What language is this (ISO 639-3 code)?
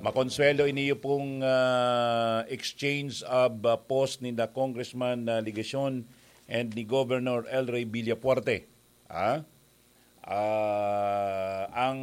bik